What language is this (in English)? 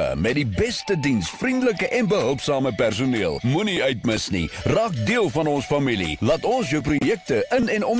Afrikaans